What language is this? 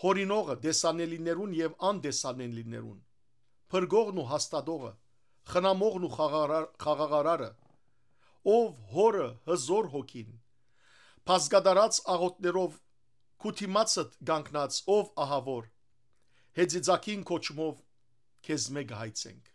Western Armenian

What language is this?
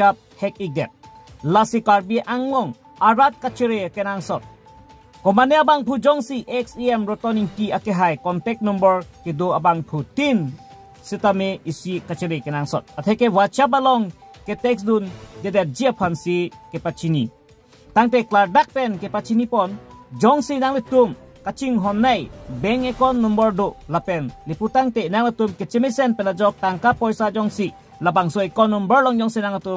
Karbi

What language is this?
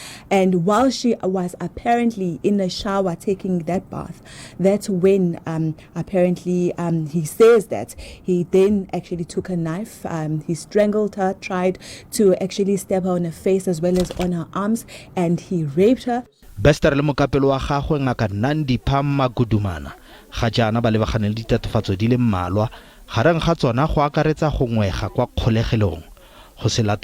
Tswana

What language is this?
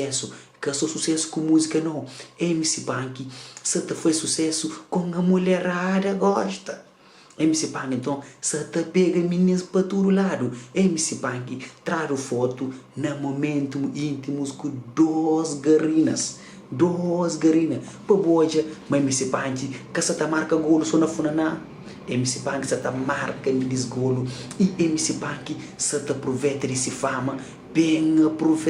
Kabuverdianu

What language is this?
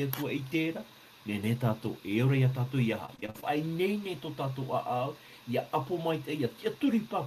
Tahitian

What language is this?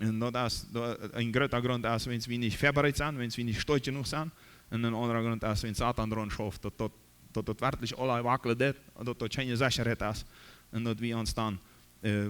Plautdietsch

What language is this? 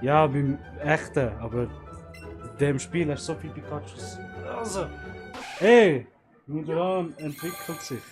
Swiss German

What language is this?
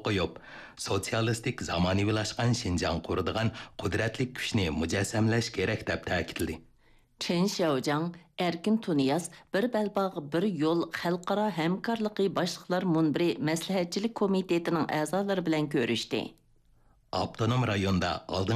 Uyghur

